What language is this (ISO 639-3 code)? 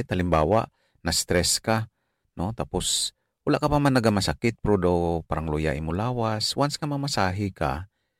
hil